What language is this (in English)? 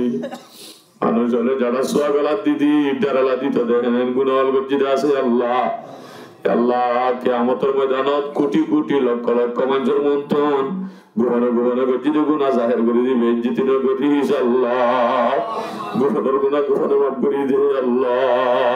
Rohingya